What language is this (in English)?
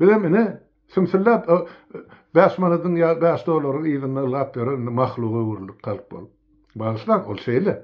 Turkmen